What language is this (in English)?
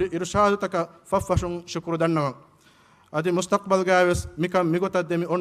Divehi